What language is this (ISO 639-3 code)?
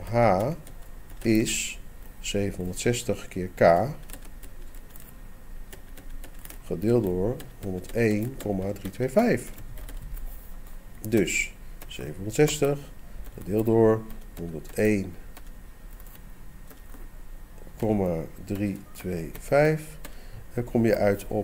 nld